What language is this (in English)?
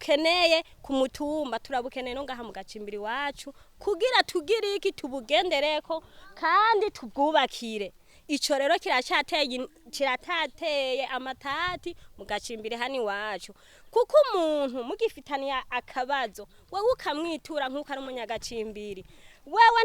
Rundi